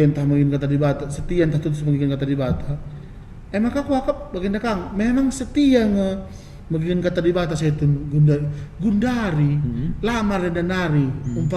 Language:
Batak Karo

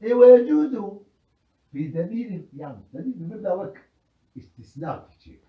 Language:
Kurdish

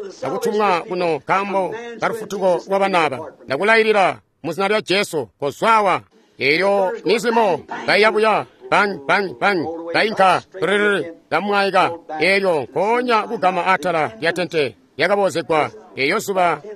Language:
Tonga (Zambia)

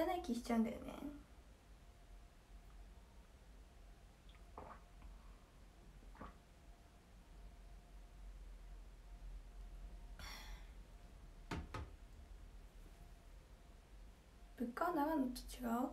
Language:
Japanese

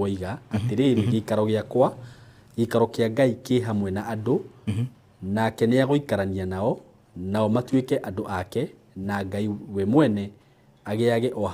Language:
Kikuyu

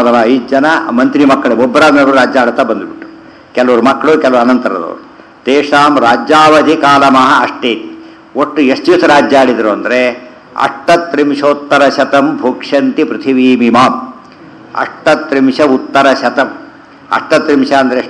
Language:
Kannada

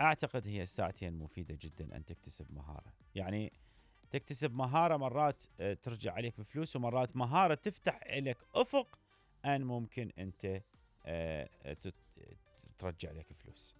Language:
Mesopotamian Arabic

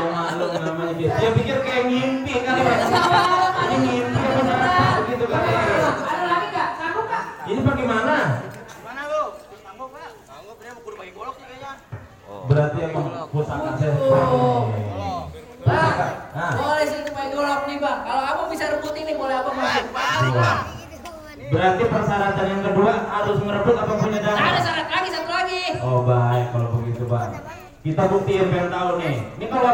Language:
Betawi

